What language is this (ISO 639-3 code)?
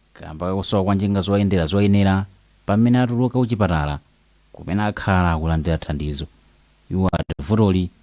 nya